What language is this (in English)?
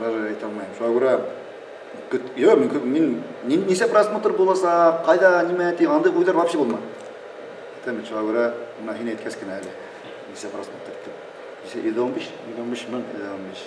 Bashkir